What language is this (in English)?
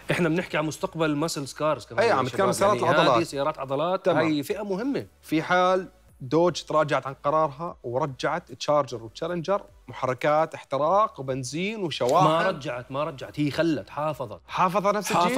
Mesopotamian Arabic